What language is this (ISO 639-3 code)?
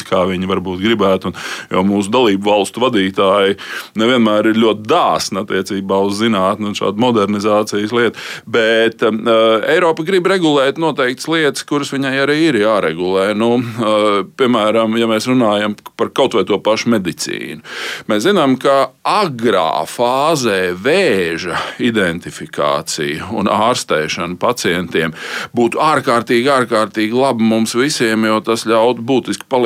lav